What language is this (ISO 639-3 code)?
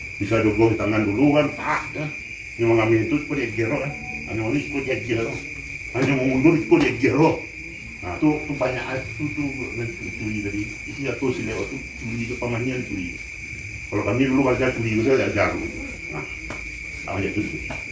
min